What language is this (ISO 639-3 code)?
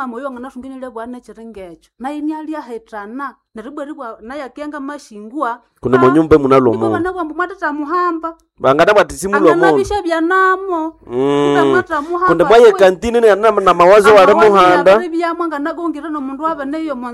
nnb